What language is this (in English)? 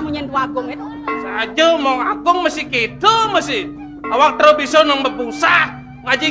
Balinese